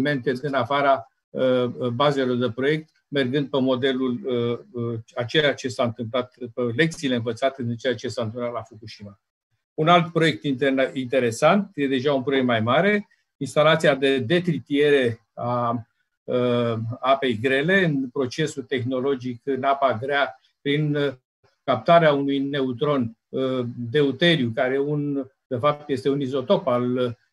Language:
Romanian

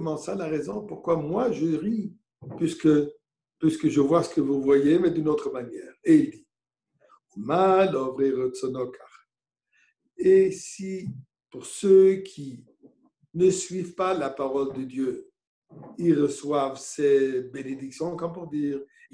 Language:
French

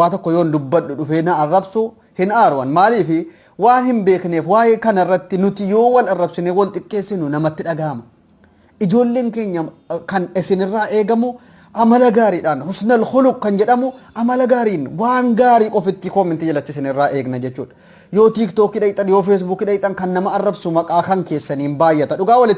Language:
Oromo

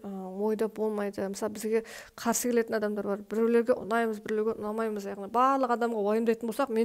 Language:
Kazakh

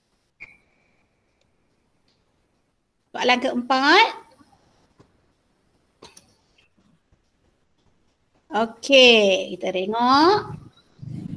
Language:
Malay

